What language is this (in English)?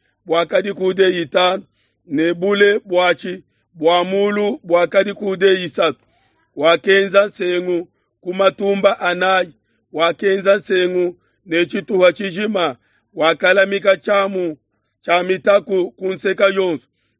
Luba-Lulua